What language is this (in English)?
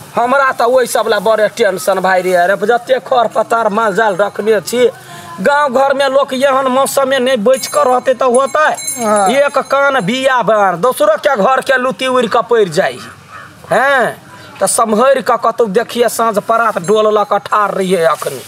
Maithili